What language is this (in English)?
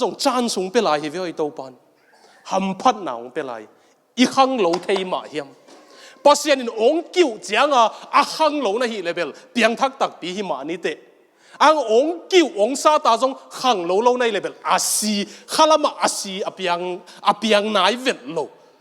Tedim Chin